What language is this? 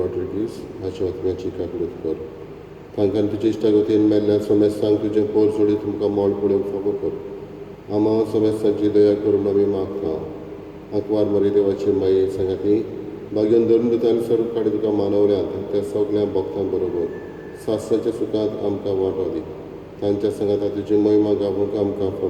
Konkani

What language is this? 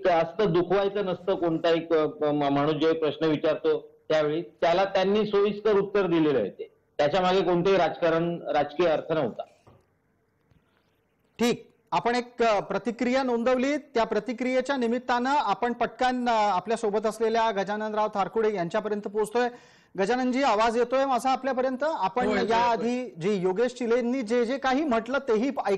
Marathi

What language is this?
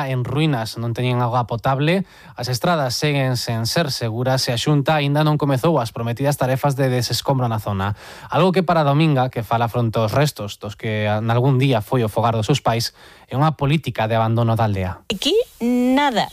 Galician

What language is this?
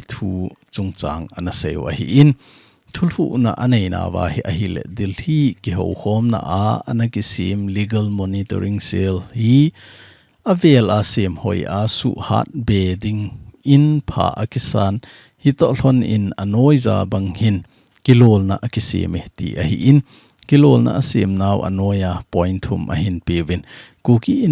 Thado Chin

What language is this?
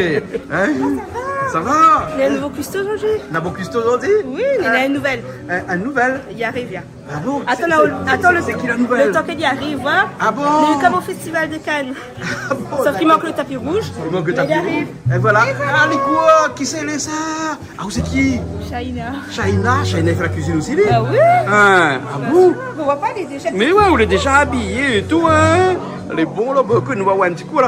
Réunion Creole French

